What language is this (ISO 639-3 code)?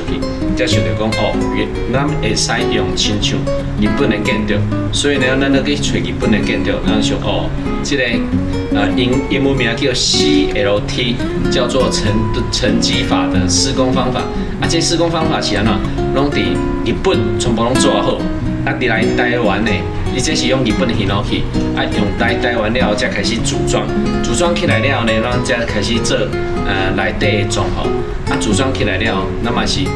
nan